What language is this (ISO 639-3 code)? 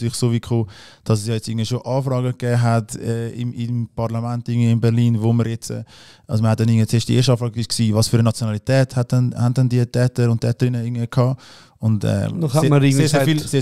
gsw